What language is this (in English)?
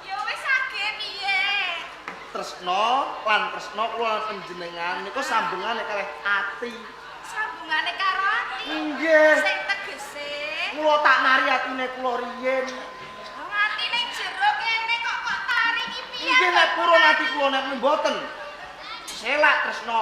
Javanese